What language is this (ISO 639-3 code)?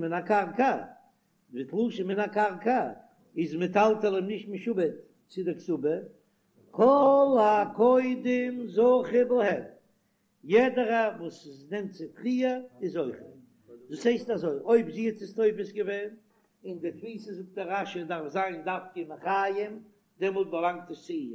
yid